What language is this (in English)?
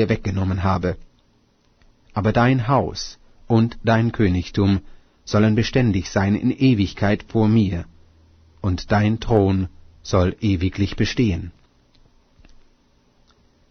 German